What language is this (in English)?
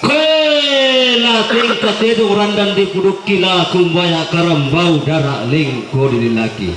Toraja-Sa'dan